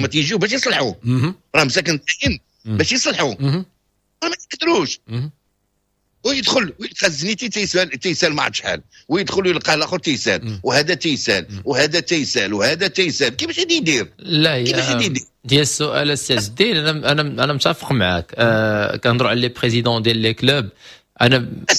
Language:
Moroccan Arabic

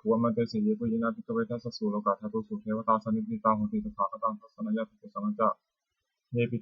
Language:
Pali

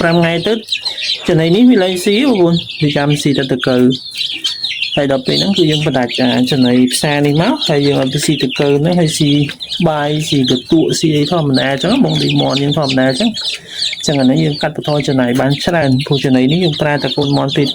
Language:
Khmer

